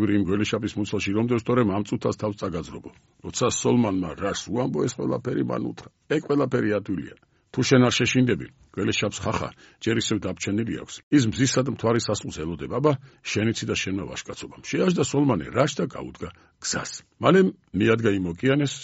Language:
Georgian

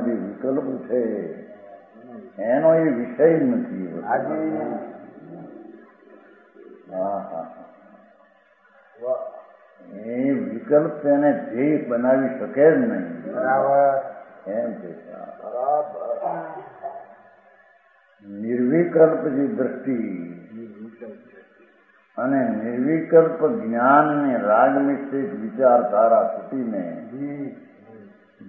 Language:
Gujarati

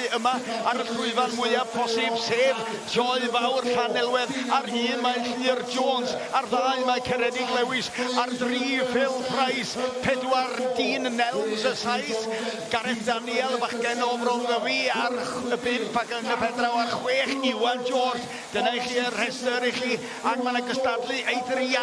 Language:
Welsh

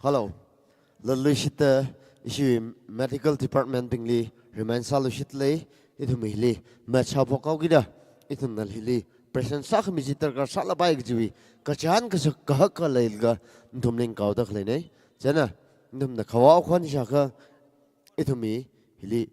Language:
Tangkhul Naga (India)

